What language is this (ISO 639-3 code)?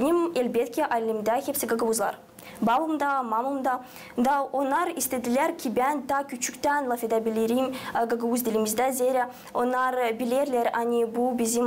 gag